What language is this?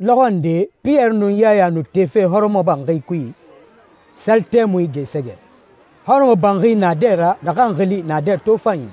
Susu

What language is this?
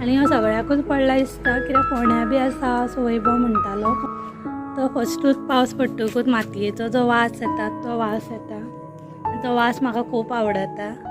Konkani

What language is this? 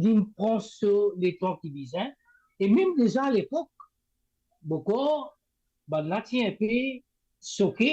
Morisyen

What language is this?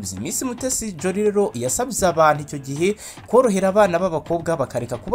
Kinyarwanda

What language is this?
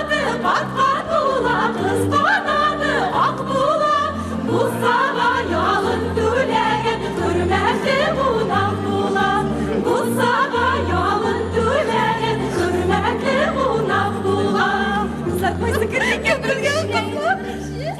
Tatar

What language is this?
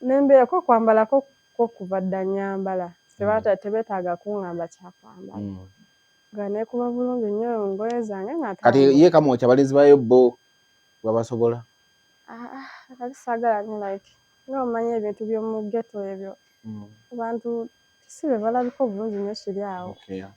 Ganda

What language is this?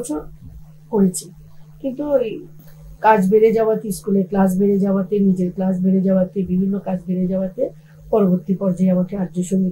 Bangla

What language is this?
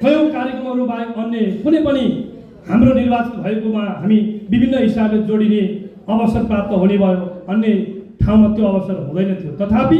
Nepali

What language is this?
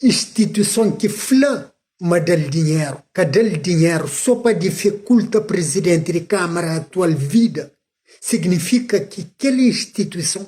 Kabuverdianu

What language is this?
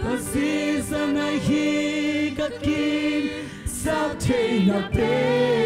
Tedim Chin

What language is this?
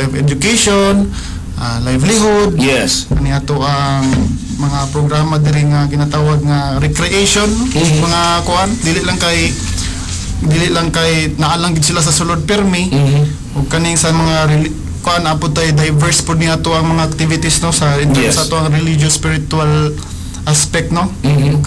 Cebuano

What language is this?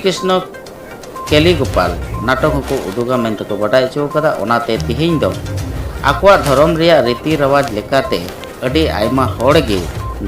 Santali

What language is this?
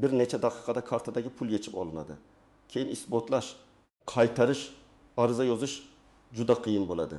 Uzbek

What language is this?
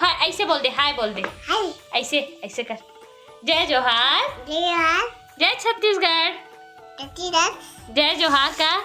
Chhattisgarhi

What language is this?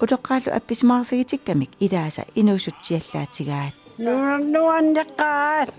Kalaallisut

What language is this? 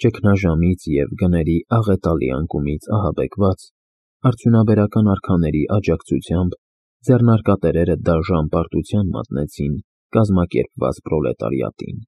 Armenian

